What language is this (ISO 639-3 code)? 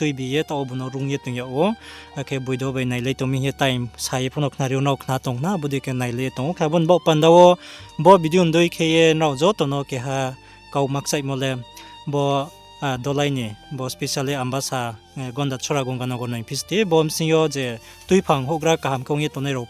ria